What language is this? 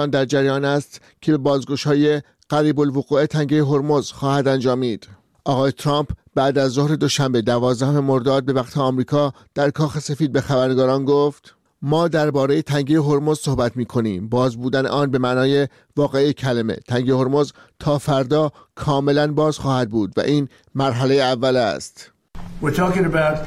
Persian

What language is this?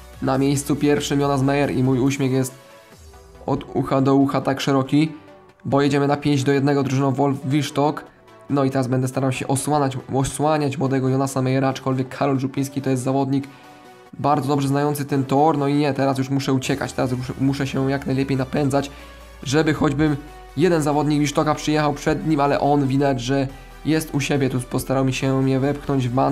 Polish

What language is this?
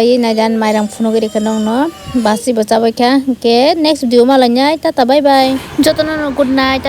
Kok Borok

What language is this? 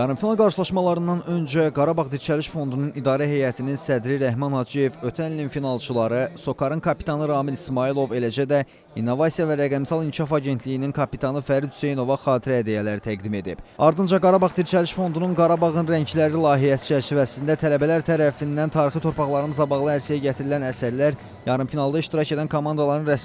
Azerbaijani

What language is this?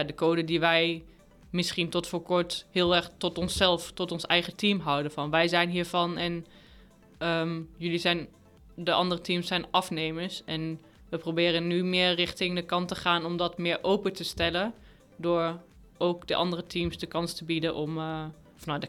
Dutch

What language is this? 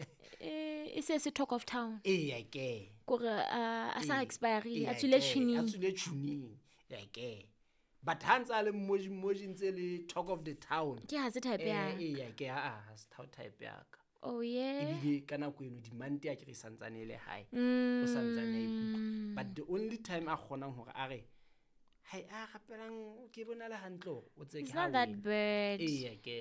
Southern Sotho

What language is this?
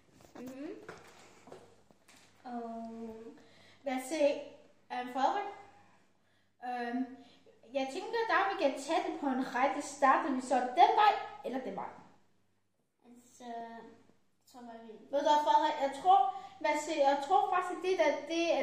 Danish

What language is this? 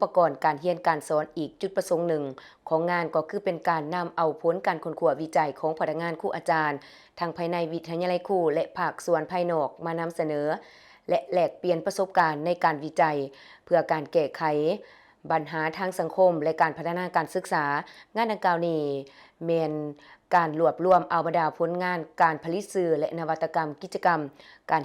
Lao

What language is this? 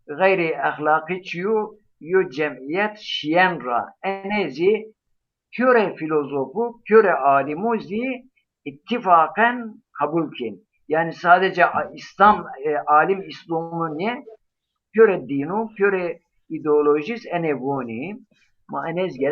Zaza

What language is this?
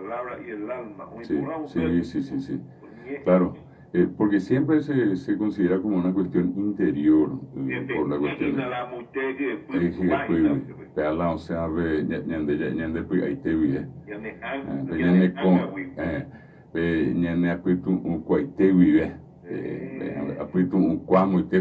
Guarani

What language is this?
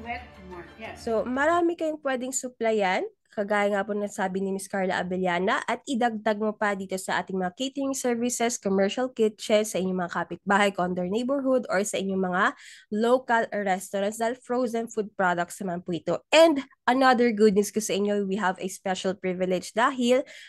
Filipino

